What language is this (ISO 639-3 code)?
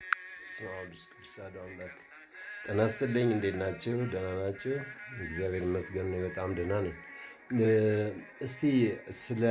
amh